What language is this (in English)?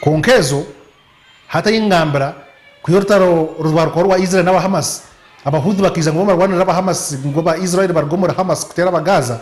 Nyankole